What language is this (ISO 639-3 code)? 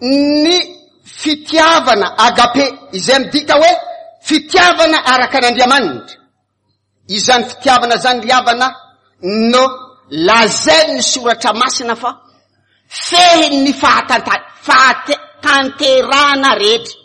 mlg